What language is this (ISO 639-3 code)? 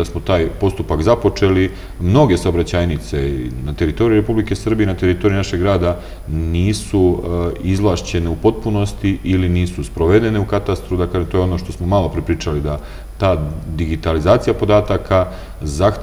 srp